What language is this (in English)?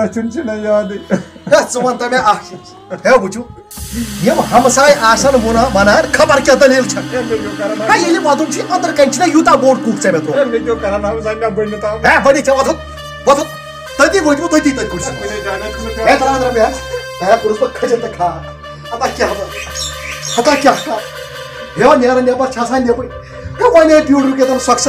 Kashmiri